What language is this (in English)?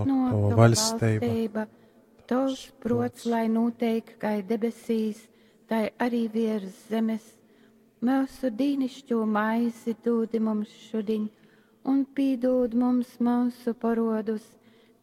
Latgalian